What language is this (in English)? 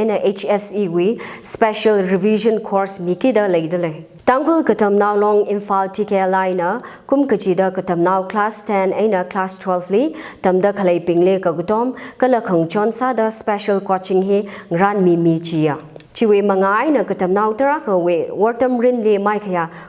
Tangkhul Naga (India)